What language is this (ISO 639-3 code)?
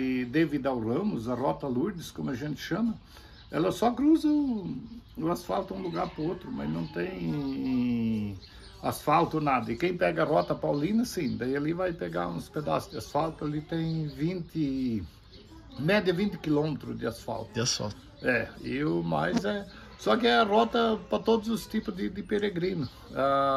por